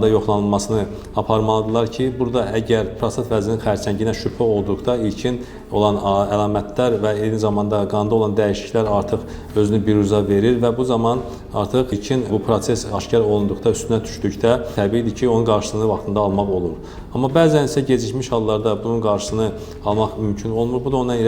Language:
Azerbaijani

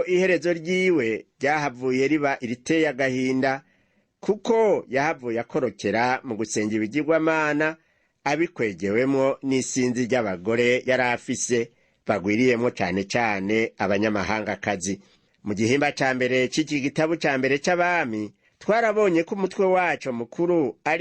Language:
Rundi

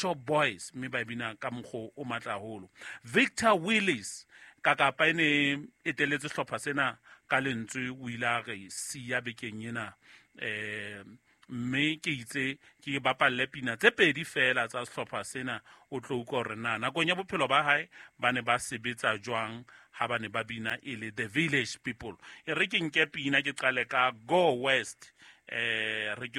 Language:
Southern Sotho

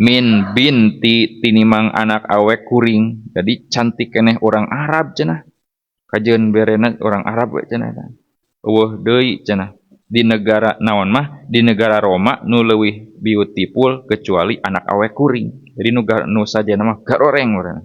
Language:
Sundanese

